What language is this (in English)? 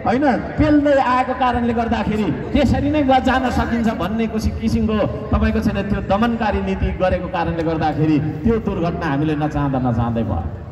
Nepali